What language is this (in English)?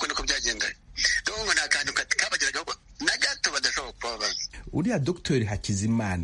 Kinyarwanda